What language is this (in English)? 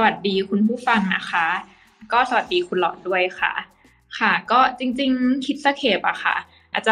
Thai